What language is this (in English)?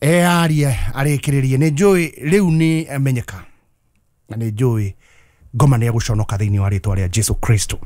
Kikuyu